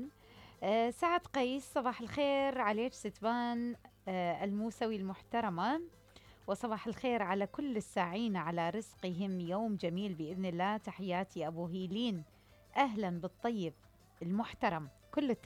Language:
Mesopotamian Arabic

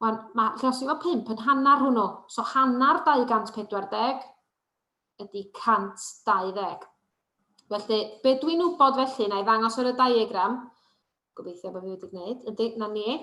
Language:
Welsh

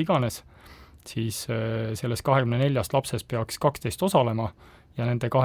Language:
Estonian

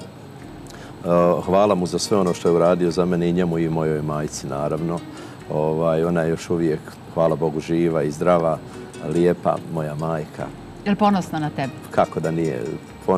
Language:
Bosnian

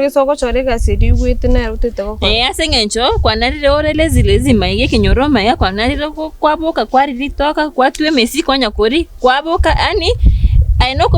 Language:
Gusii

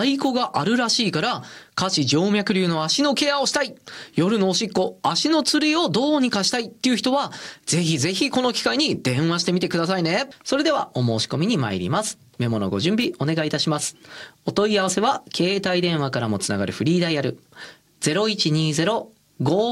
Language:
Japanese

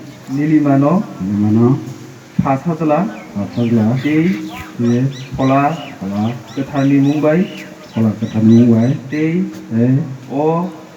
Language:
Kok Borok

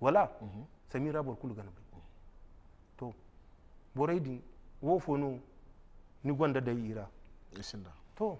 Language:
Zarma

